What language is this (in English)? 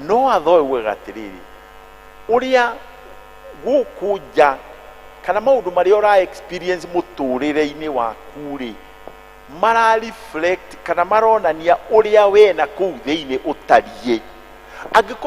Kikuyu